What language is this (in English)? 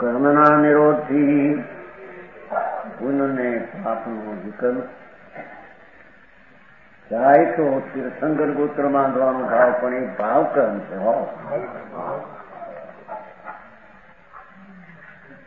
Gujarati